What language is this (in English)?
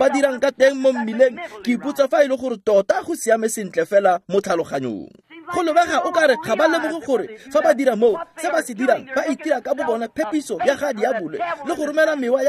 Tswana